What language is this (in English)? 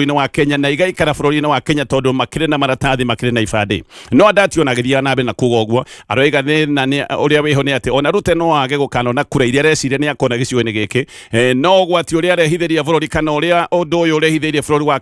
Kikuyu